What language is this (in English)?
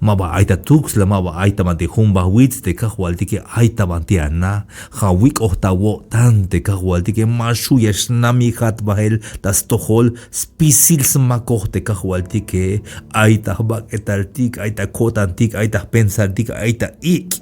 Tzeltal